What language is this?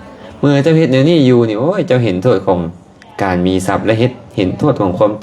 Lao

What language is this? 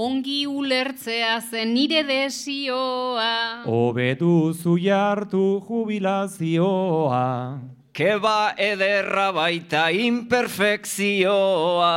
Basque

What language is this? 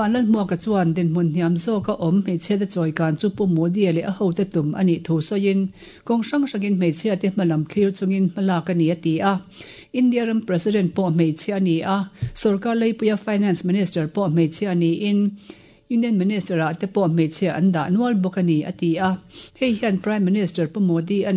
Mizo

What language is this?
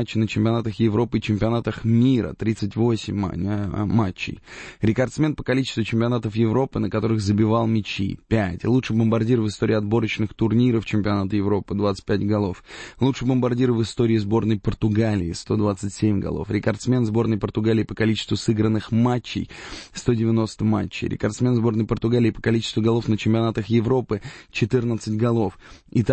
Russian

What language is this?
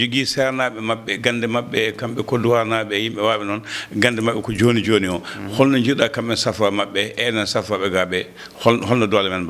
Fula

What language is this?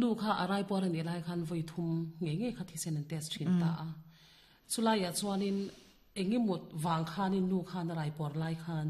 Mizo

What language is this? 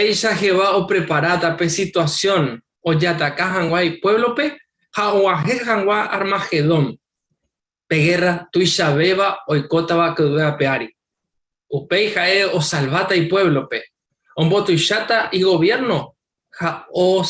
Guarani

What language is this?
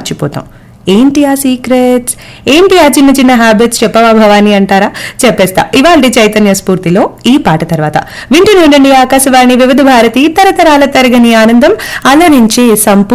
Telugu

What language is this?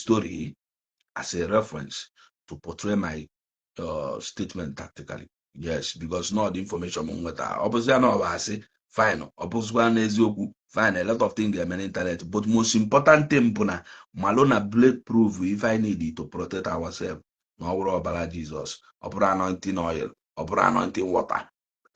Igbo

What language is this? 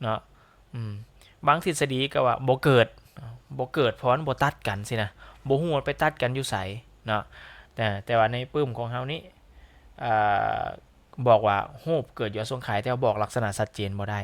Lao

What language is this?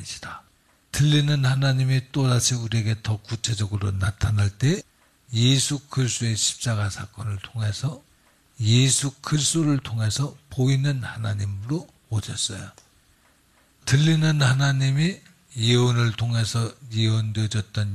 Korean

